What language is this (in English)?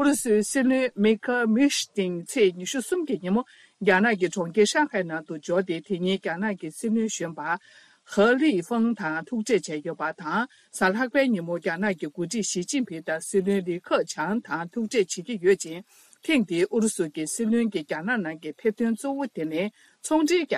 Tibetan